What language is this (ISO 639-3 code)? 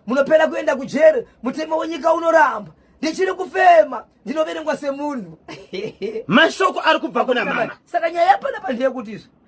sna